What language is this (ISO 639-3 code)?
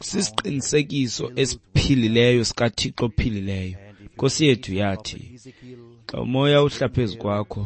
xho